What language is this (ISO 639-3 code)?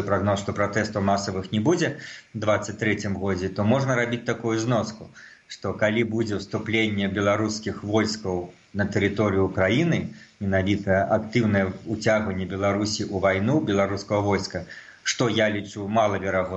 bel